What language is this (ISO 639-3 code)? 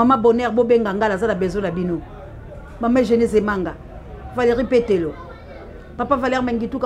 lin